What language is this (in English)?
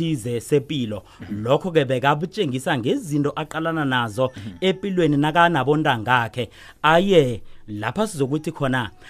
South Ndebele